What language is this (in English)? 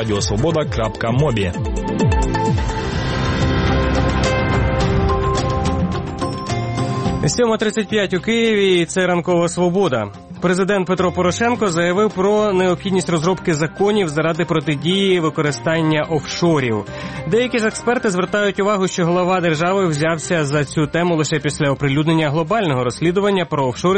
Ukrainian